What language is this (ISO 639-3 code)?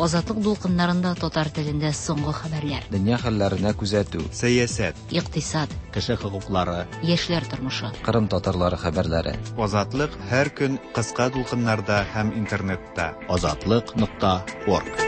tat